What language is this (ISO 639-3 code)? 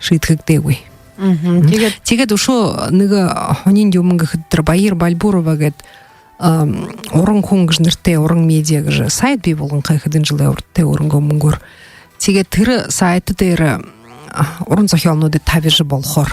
bua